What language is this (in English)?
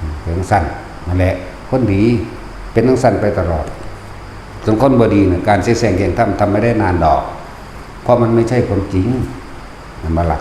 Northeastern Thai